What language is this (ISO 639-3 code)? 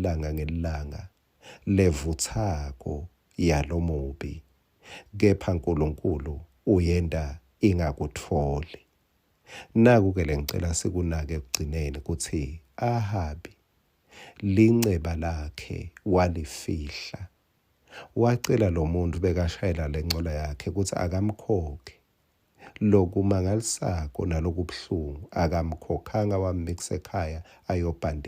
ssw